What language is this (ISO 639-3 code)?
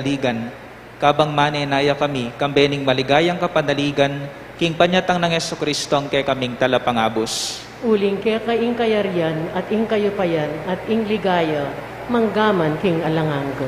pam